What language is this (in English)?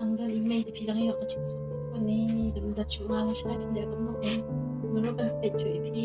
Khasi